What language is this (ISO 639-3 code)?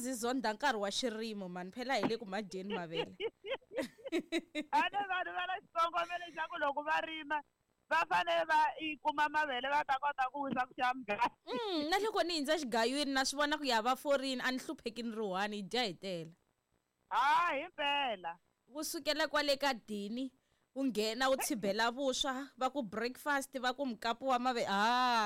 tso